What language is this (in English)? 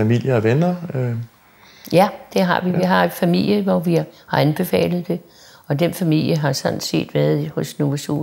Danish